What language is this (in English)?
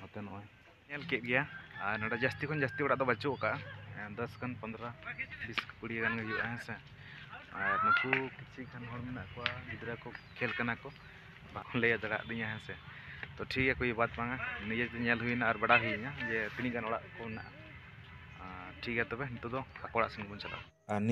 Santali